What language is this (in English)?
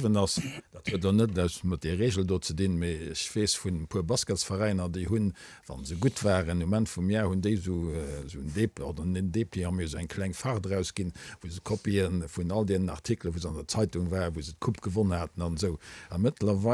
Luxembourgish